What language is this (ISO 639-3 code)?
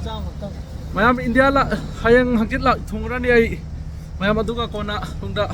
mni